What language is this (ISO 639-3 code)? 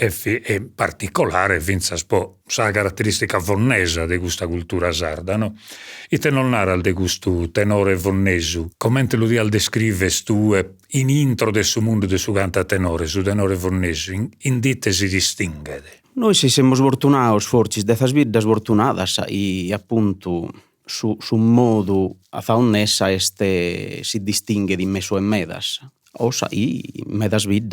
srd